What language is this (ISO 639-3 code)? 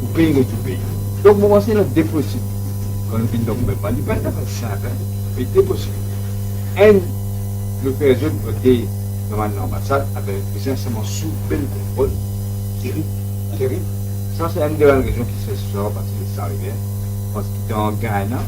mfe